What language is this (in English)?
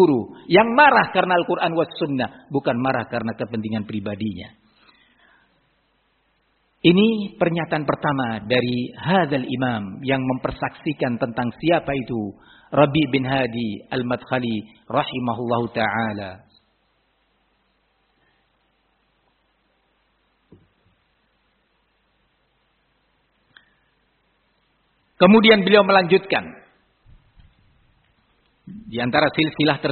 Indonesian